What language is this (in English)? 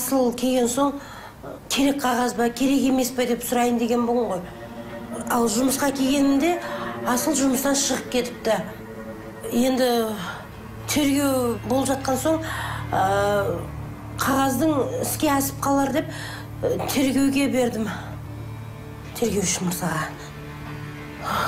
Kazakh